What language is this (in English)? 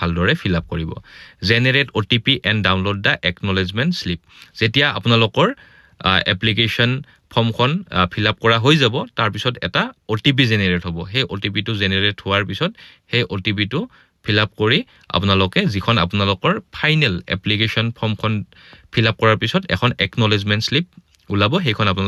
Assamese